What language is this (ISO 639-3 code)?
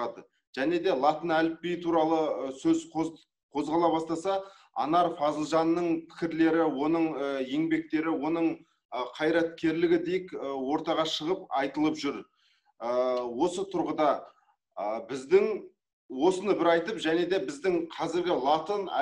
kaz